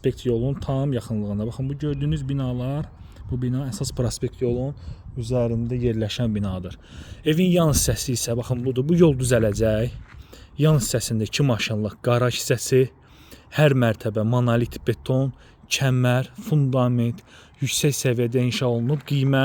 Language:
Azerbaijani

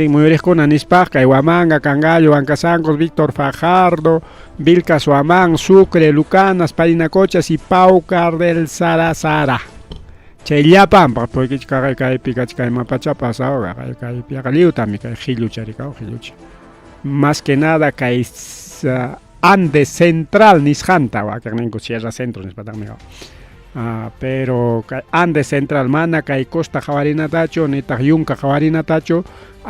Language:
Ayacucho Quechua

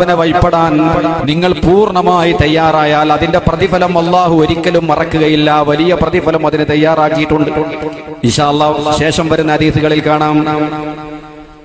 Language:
Malayalam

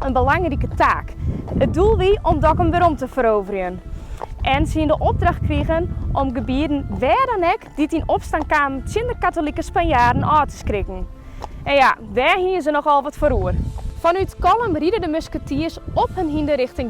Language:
Western Frisian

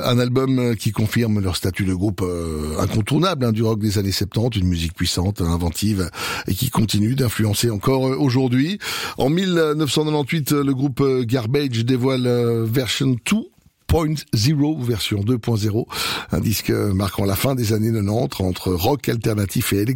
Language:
French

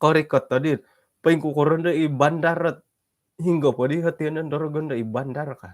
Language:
Central Dusun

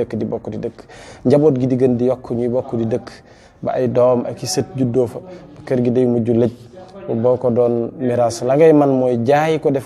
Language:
Wolof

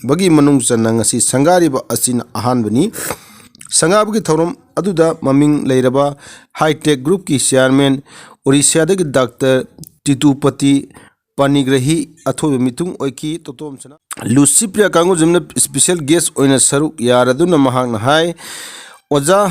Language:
Manipuri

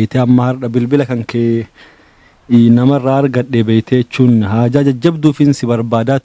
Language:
Oromo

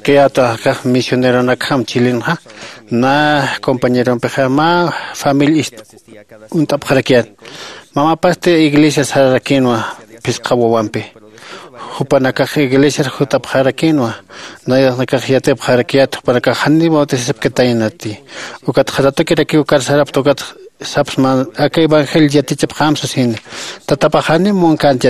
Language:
Aymara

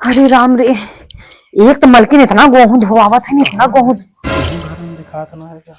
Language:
Awadhi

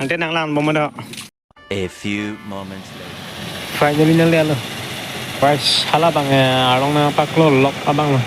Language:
Karbi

